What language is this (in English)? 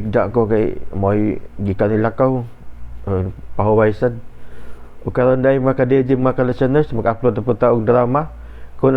Cebuano